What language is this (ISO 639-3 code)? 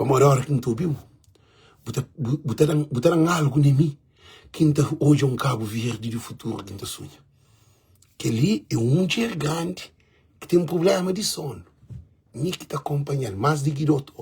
kea